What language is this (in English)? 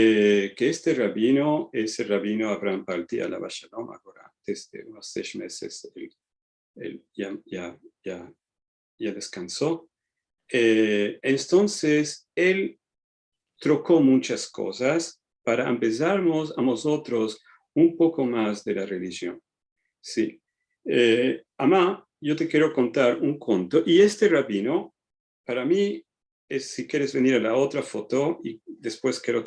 Ladino